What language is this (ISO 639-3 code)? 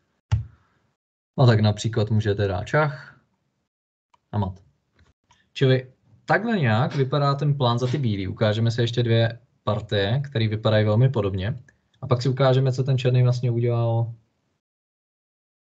ces